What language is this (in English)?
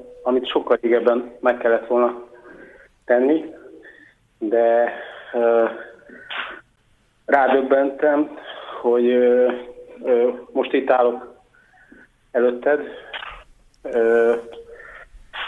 Hungarian